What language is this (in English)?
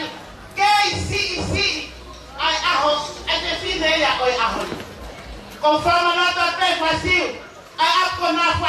Tongan